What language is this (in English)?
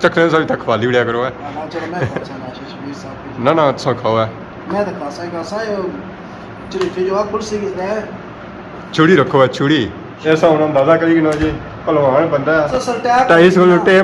Pahari-Potwari